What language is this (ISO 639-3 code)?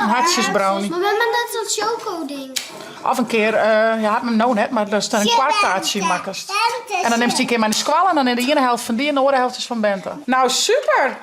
fry